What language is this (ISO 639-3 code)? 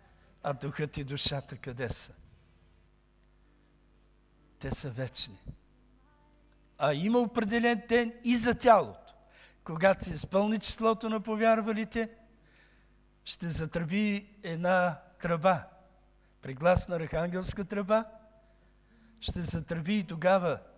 bul